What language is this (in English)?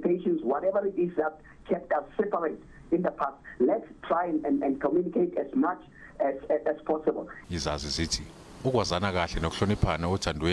Zulu